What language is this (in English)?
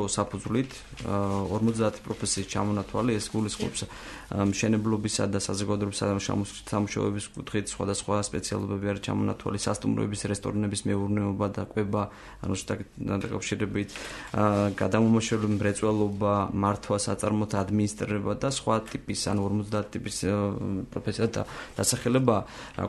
Georgian